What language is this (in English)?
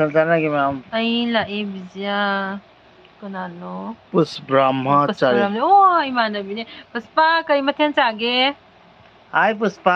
Manipuri